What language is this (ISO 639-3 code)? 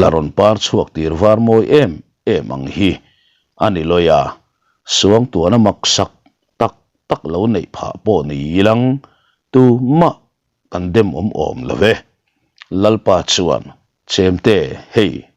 lus